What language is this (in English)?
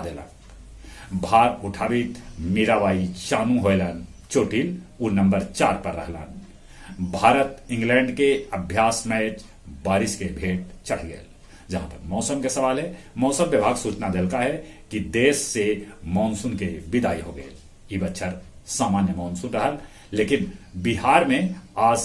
Magahi